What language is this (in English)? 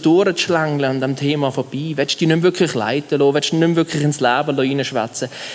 Swiss German